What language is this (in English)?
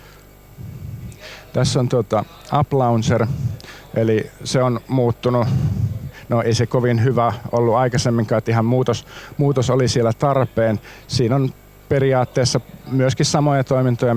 Finnish